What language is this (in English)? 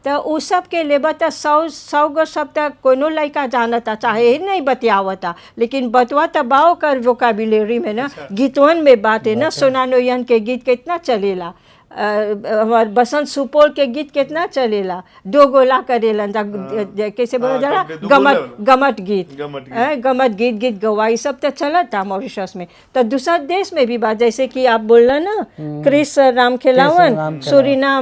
Bhojpuri